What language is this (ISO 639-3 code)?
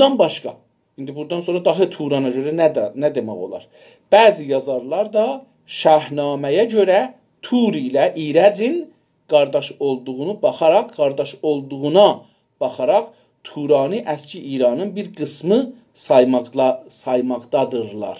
azb